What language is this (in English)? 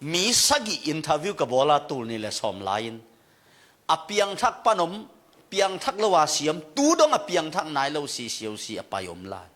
Tedim Chin